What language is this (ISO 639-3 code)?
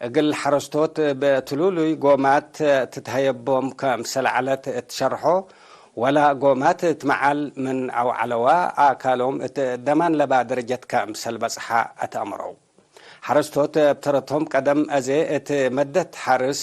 tig